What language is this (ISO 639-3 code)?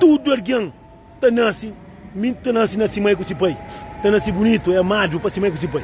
kea